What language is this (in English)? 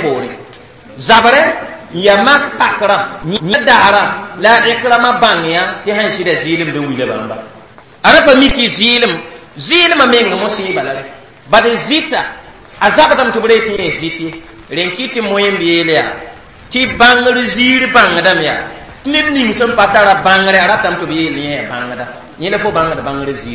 Mossi